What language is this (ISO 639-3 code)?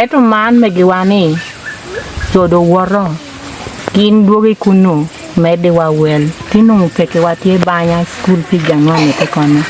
ach